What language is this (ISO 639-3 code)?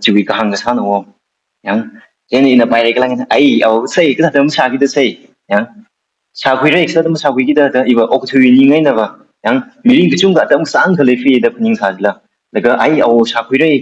nmf